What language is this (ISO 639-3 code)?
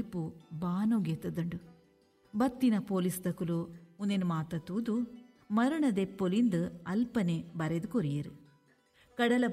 tcy